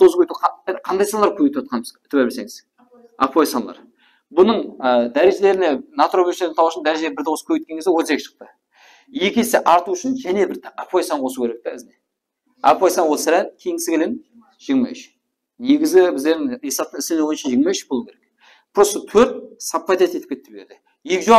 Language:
Kara-Kalpak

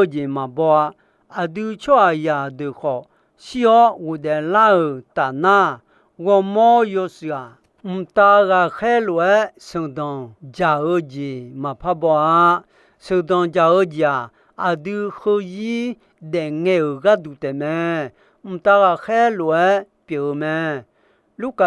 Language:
Akha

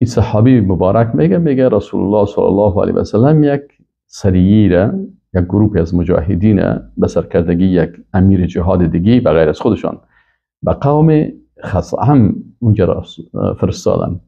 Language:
Persian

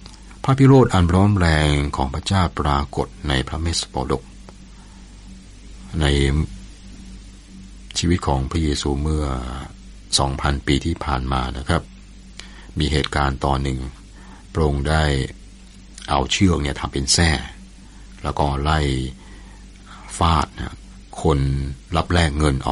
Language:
Thai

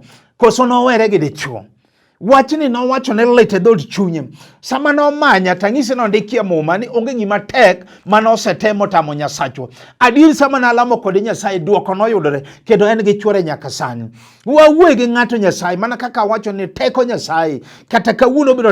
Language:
Luo (Kenya and Tanzania)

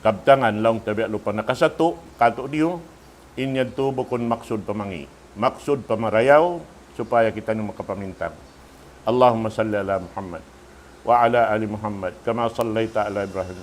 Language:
Tausug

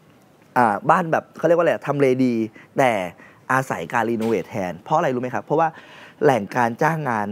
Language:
Thai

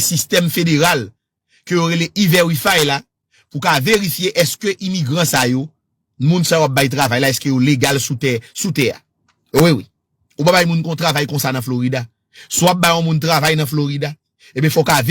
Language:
Haitian Creole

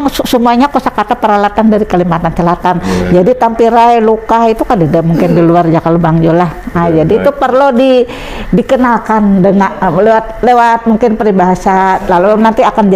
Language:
Banjar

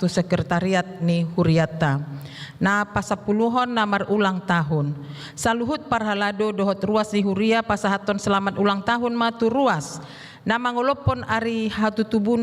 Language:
Batak Toba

